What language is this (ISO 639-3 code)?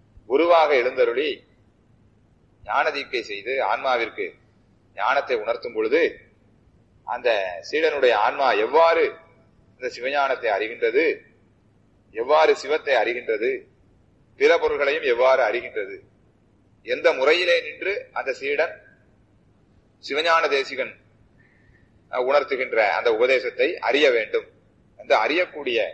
tam